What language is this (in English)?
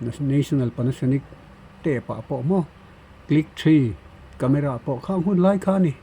Mizo